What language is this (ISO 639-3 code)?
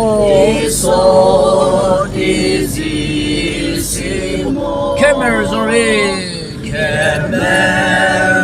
nag